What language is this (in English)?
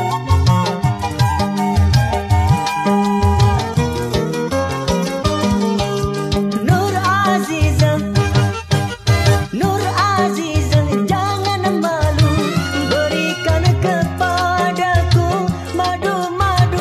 Malay